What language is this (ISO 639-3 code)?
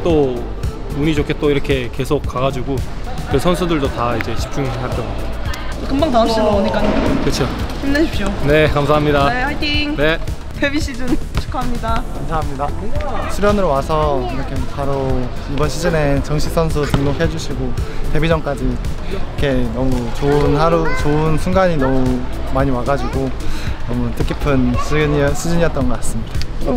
kor